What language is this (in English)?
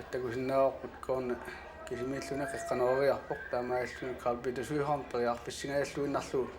Kalaallisut